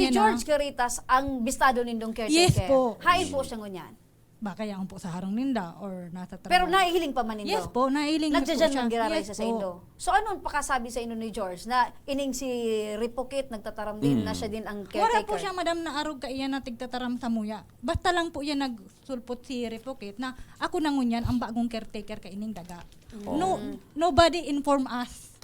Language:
Bikol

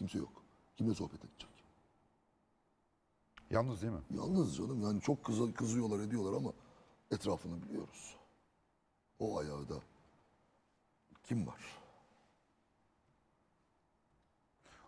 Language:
Turkish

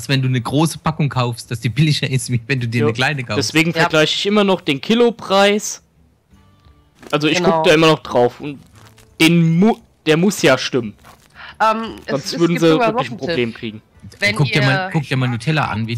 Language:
German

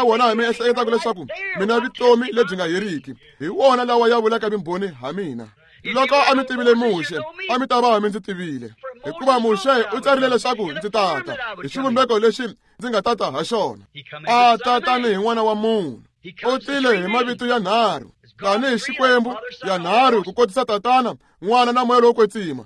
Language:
Tsonga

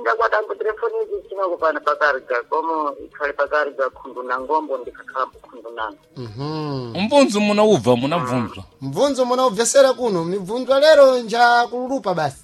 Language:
Sena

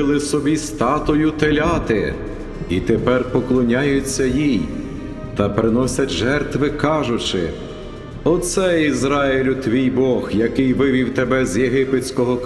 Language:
Ukrainian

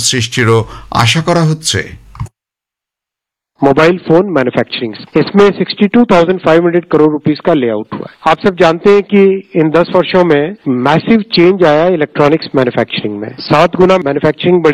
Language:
Bangla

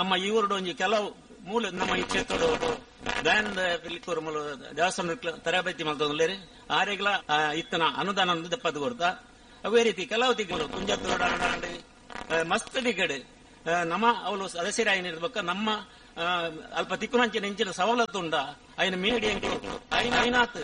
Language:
Tulu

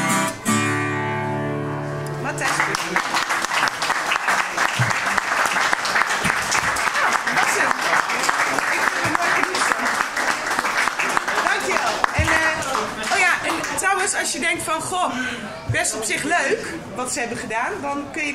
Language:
Dutch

